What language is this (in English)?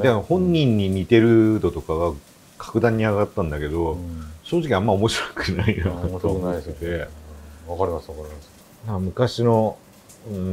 Japanese